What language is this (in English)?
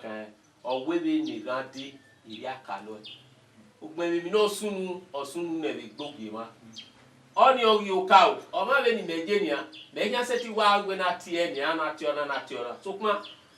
Bini